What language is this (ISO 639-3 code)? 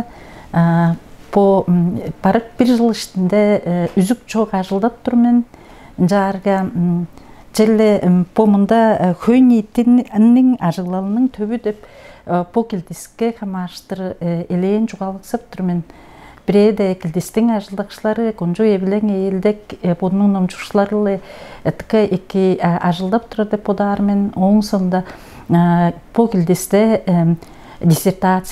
tyv